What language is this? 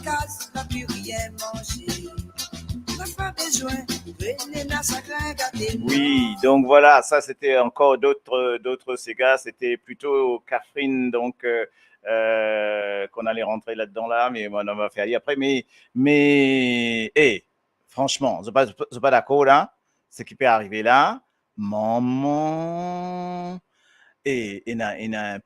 Morisyen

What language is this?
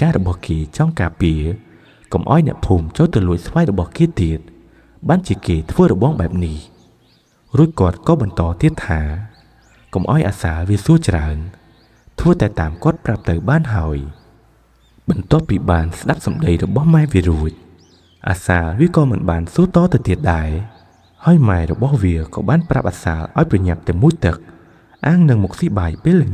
Khmer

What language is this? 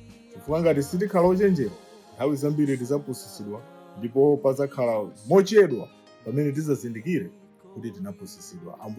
Nyanja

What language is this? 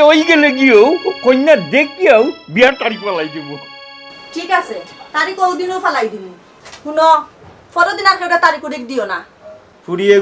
Sylheti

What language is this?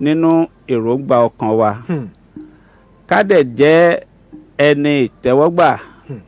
Yoruba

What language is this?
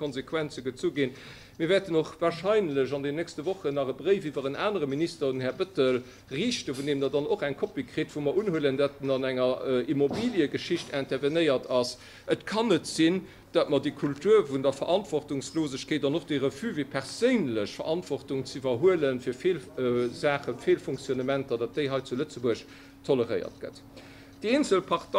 Luxembourgish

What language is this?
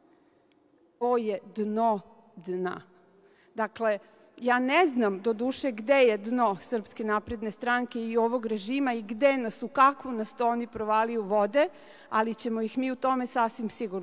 Serbian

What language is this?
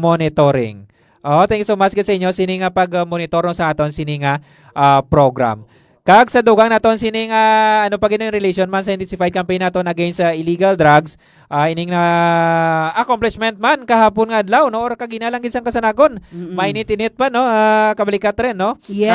Hiligaynon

